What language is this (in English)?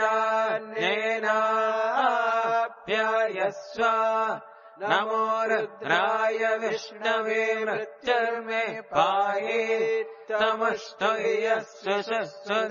Sanskrit